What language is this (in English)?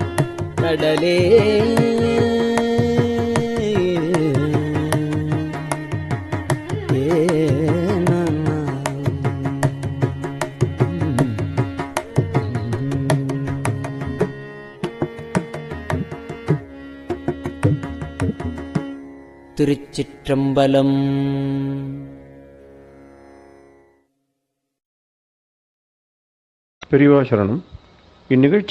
Tamil